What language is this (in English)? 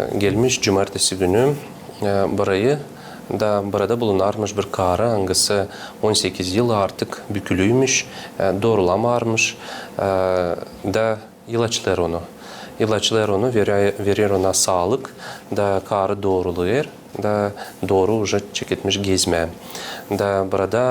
Gagauz